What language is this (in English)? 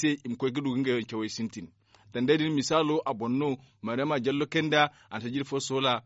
Zarma